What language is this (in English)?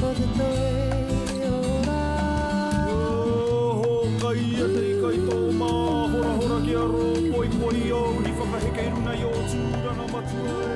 Māori